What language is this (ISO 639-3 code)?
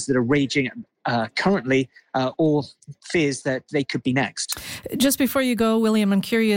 eng